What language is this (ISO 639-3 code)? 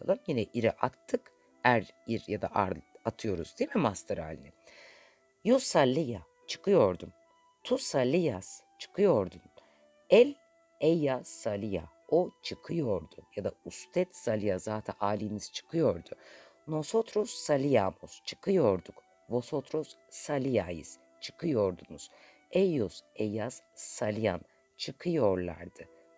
tur